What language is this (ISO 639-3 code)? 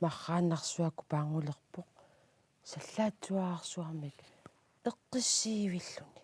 kal